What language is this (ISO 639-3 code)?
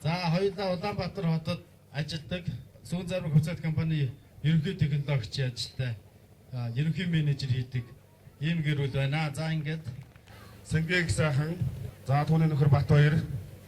mon